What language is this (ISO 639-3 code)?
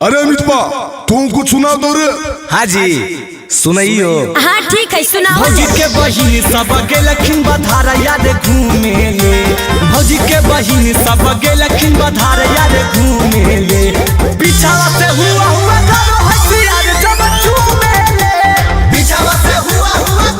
mag